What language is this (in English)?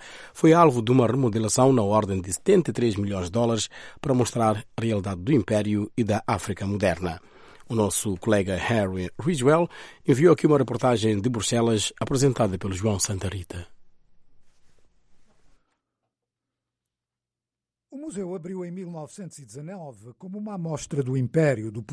Portuguese